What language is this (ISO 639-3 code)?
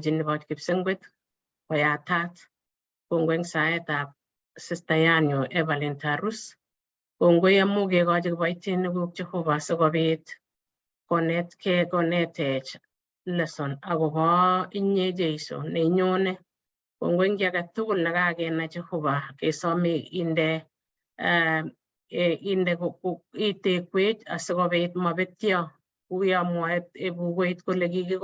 kln